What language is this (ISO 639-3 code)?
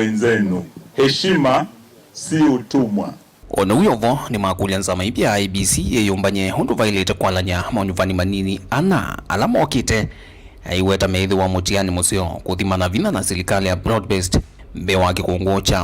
kam